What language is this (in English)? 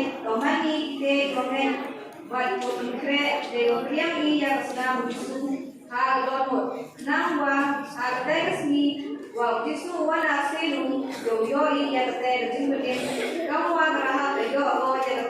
Khasi